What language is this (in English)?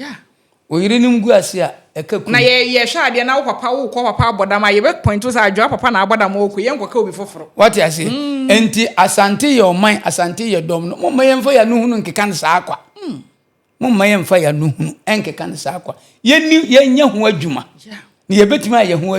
Akan